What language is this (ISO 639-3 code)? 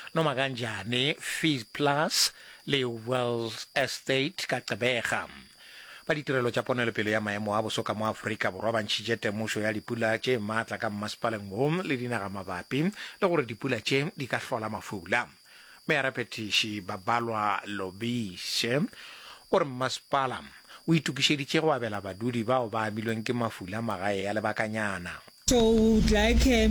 nso